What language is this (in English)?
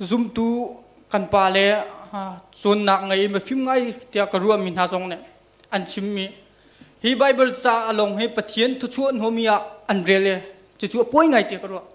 Hakha Chin